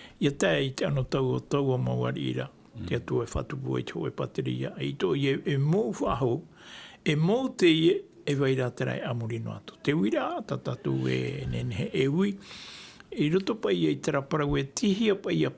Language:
Tahitian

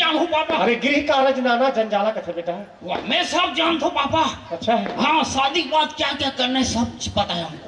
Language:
Chhattisgarhi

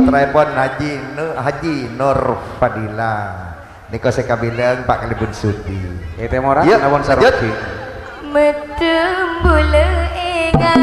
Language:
Madurese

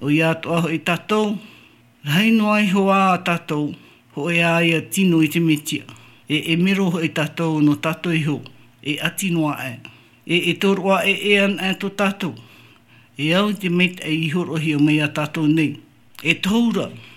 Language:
Tahitian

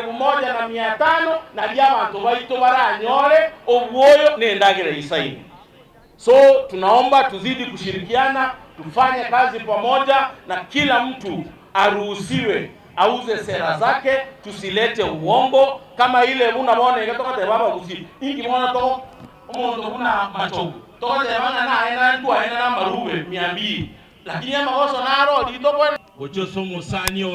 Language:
Gusii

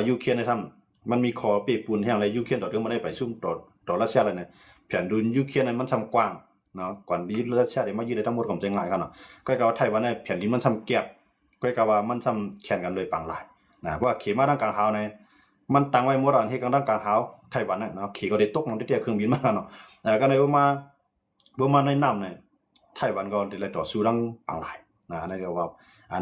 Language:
Shan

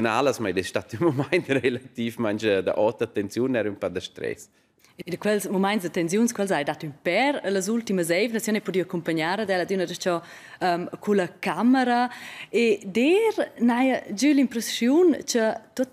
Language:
Romansh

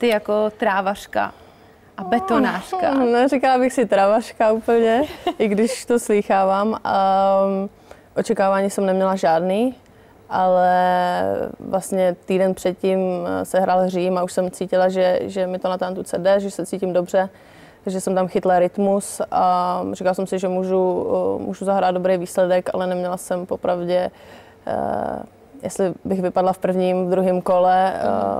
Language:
Czech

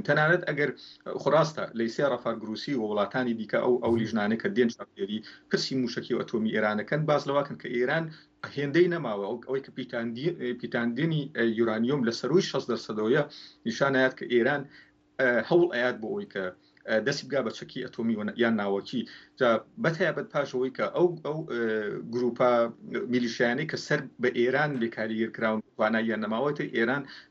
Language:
Central Kurdish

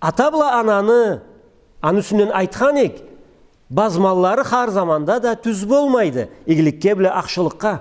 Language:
Karachay-Balkar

